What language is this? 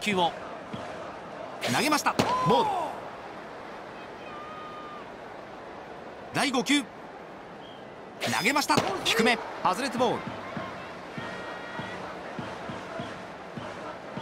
Japanese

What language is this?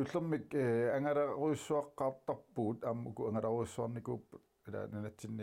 Kalaallisut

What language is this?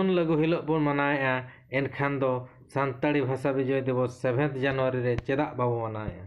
Santali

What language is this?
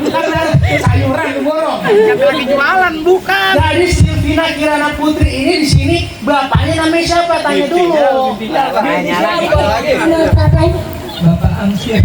Betawi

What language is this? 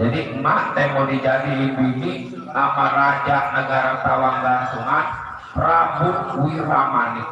Betawi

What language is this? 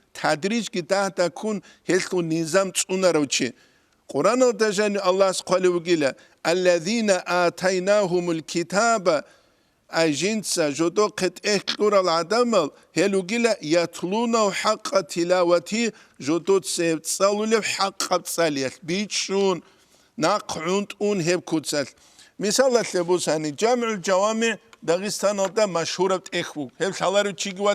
Avaric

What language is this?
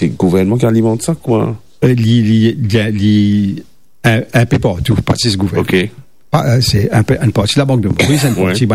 Morisyen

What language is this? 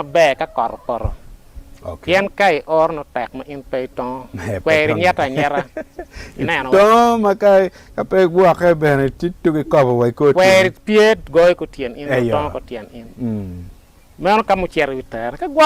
Acoli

